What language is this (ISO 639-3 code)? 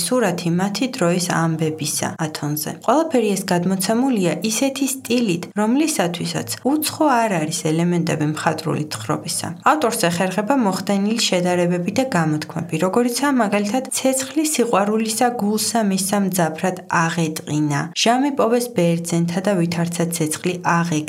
kat